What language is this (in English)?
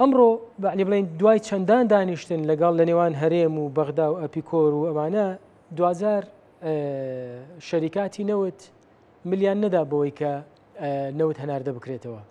Central Kurdish